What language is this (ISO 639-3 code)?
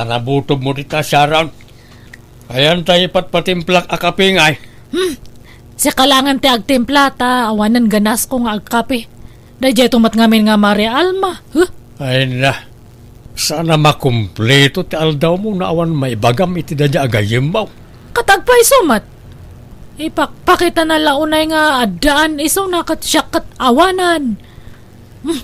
ilo